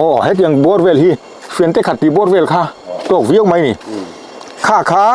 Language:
Mizo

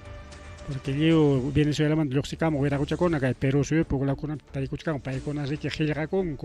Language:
Ayacucho Quechua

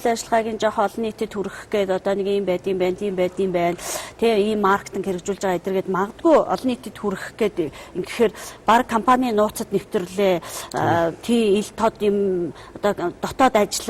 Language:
Mongolian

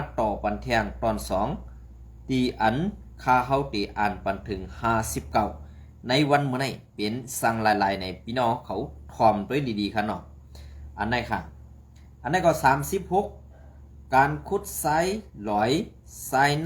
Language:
Shan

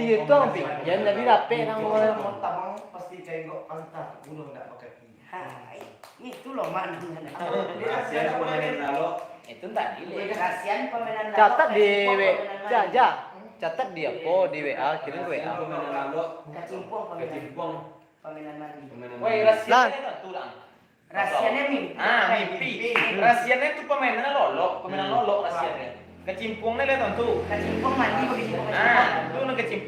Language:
Minangkabau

